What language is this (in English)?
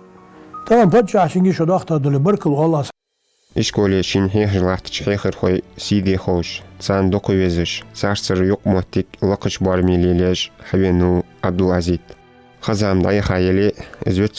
Ingush